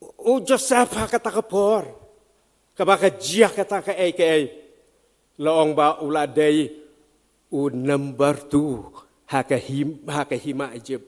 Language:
Khasi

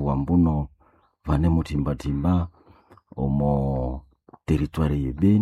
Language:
Nande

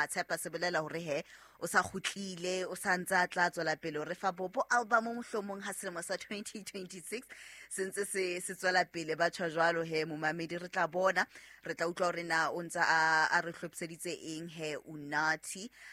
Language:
Southern Sotho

